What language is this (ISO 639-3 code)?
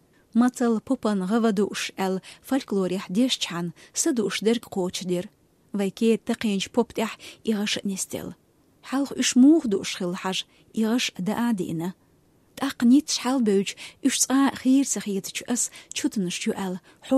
che